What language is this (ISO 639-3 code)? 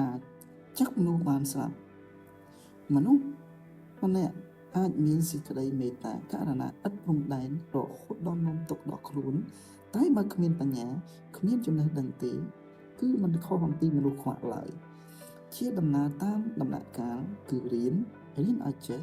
khm